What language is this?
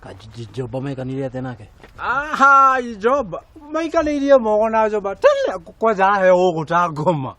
Kikuyu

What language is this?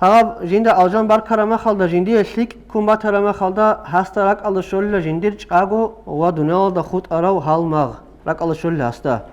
Avaric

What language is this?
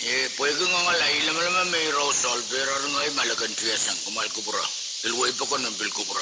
Pohnpeian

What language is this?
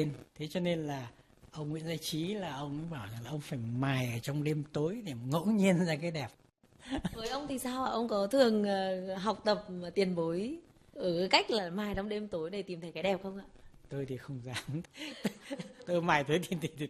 Vietnamese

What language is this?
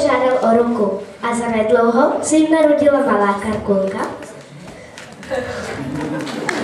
Czech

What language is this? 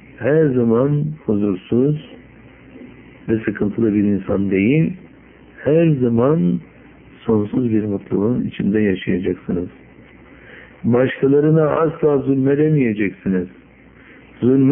Turkish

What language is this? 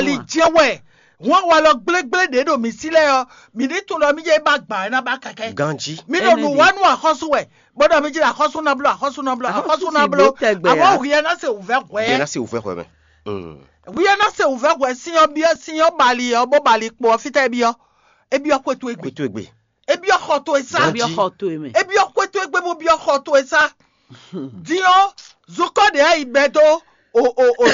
Fon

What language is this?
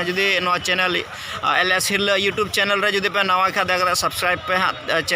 Santali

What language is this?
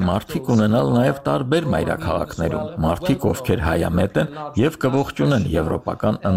Armenian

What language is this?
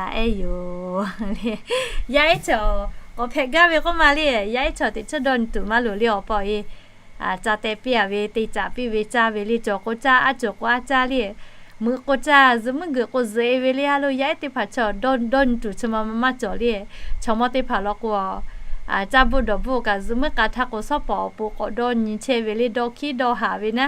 Lahu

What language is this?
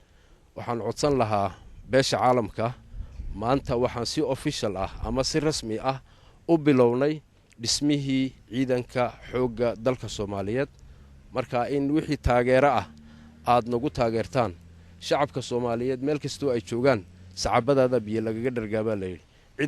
Somali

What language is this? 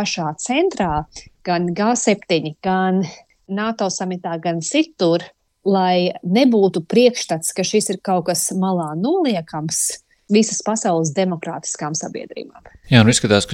Latvian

